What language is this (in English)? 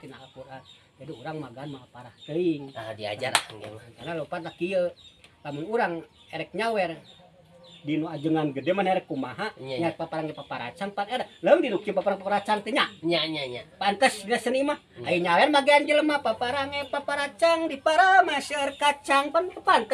Sundanese